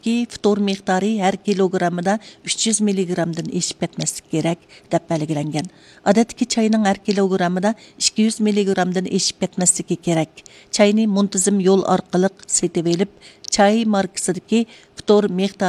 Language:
Uyghur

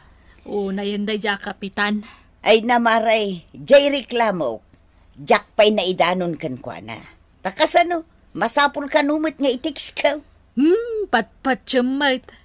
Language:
Iloko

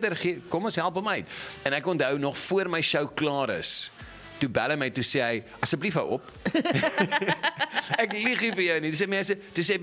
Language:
Afrikaans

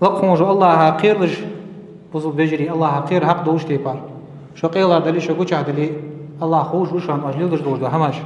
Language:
Ingush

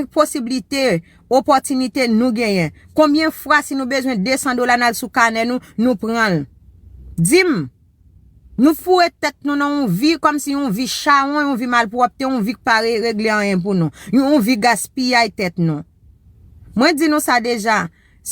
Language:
Haitian Creole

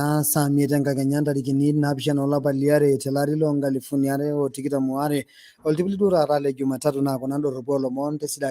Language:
Masai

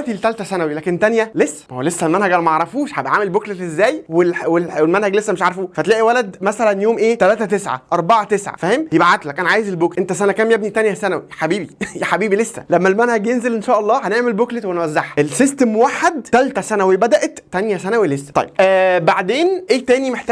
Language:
Egyptian Arabic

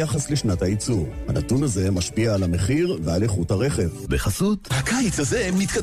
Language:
Hebrew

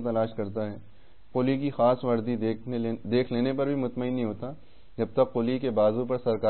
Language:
Urdu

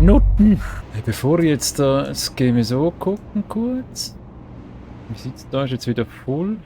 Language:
Swiss German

